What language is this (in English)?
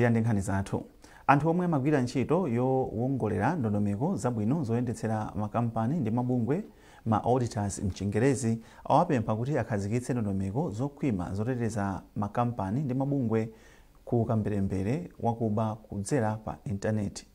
Nyanja